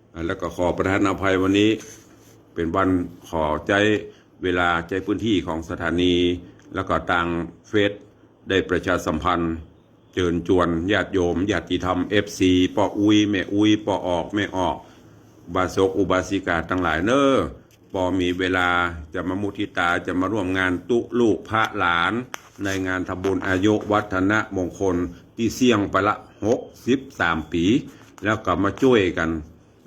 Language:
Northern Thai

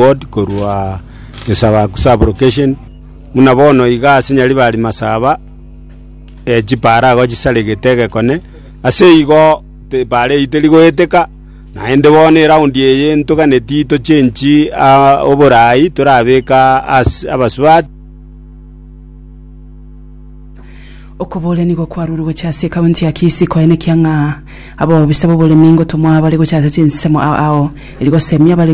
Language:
Gusii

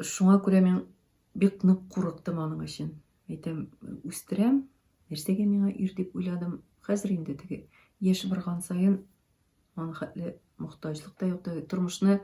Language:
Tatar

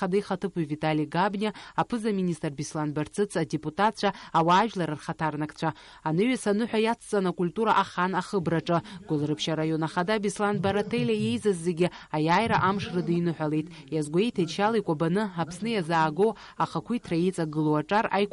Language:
Abkhazian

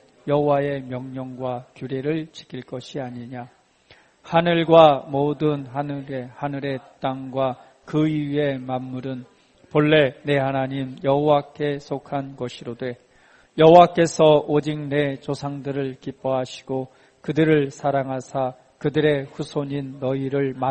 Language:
Korean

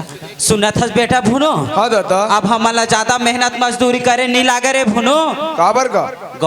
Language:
Chhattisgarhi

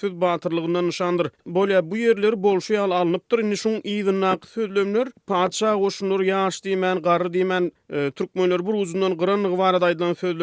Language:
Turkmen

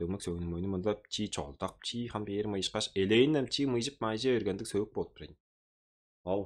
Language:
Tuvinian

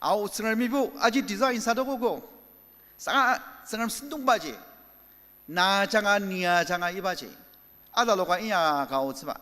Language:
Ao Naga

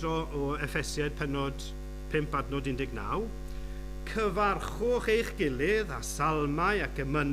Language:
Welsh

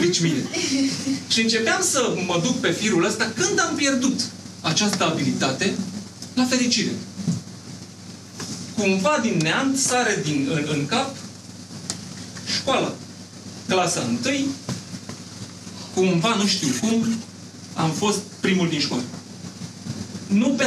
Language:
Romanian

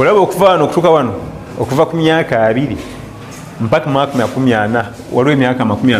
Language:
Ganda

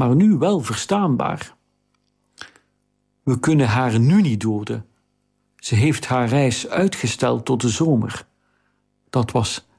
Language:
Dutch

